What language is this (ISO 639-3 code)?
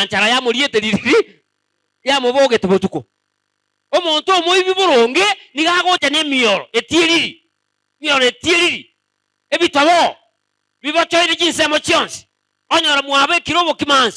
guz